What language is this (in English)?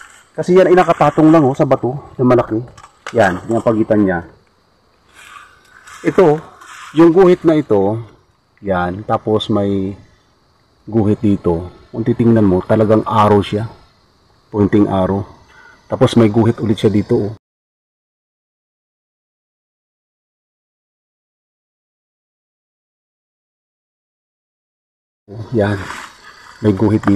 Filipino